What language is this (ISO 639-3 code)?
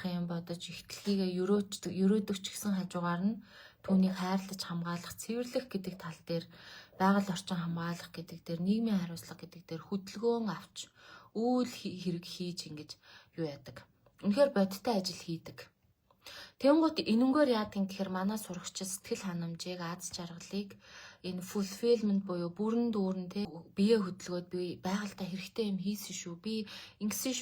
mon